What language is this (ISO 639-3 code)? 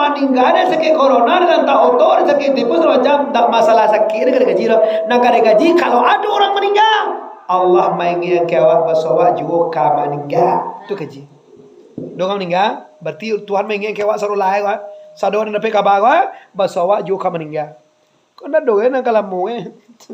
min